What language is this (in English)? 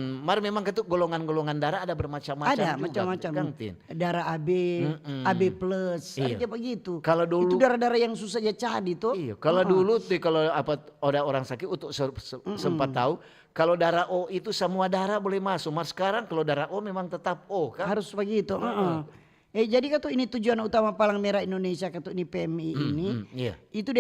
Manado Malay